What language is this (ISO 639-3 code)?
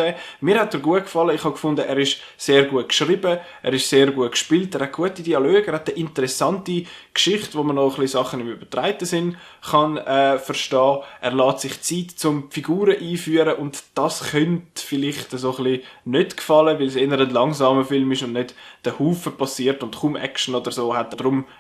gsw